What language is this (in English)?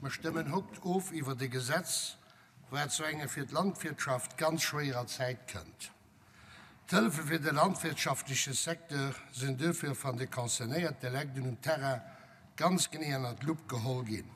Luxembourgish